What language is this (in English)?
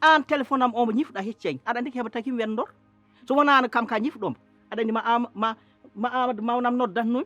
Fula